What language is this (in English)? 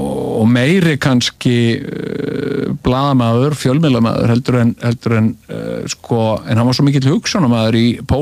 Icelandic